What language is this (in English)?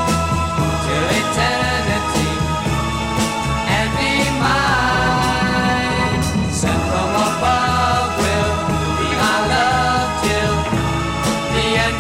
English